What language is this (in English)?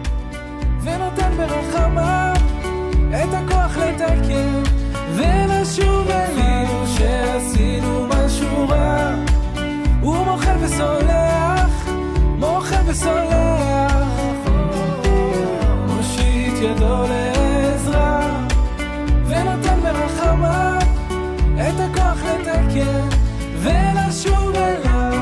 Hebrew